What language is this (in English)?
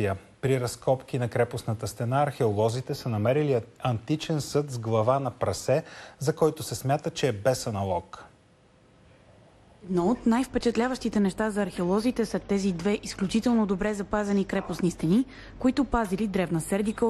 Bulgarian